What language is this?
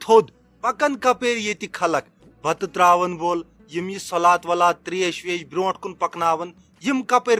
Kashmiri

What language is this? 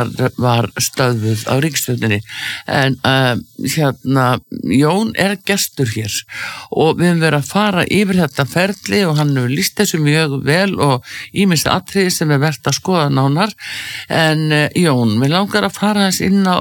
Icelandic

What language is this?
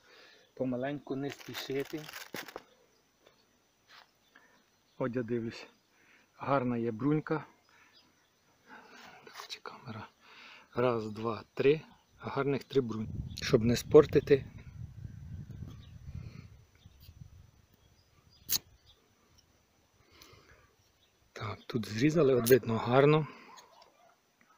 Ukrainian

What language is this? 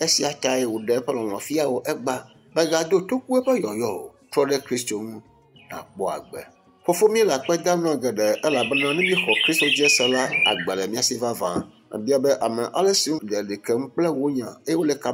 Ewe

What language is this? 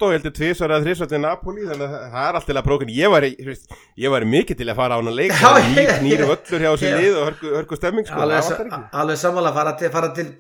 Icelandic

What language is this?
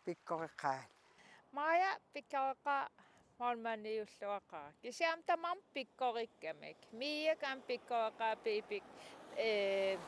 Kalaallisut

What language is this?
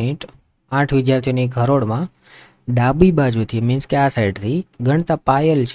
Gujarati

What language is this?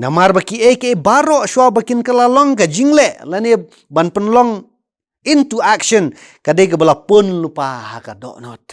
Khasi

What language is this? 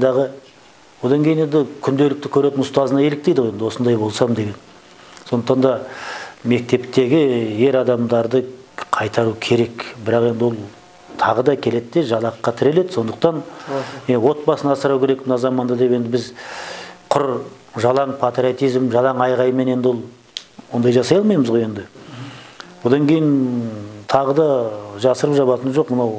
Kazakh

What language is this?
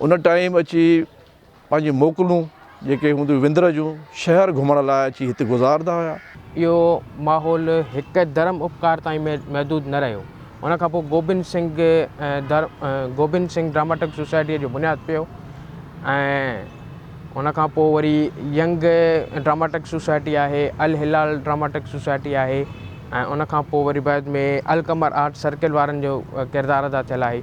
Sindhi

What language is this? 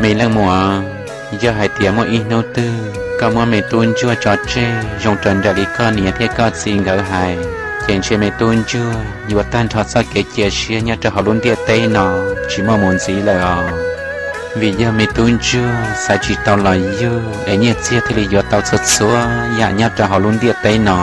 Hmong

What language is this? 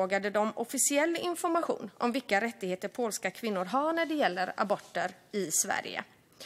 Swedish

